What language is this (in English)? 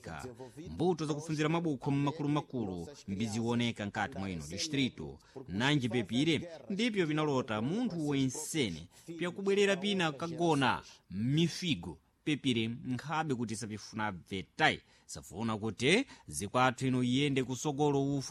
Sena